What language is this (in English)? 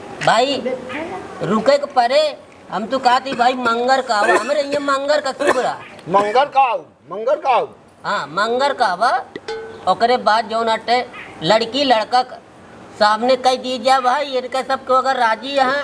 Awadhi